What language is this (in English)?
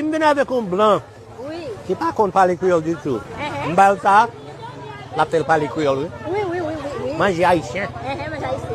Haitian Creole